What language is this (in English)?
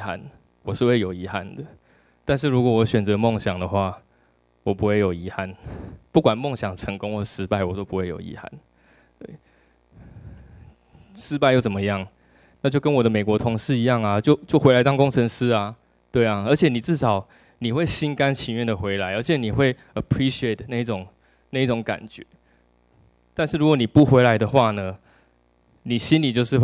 Chinese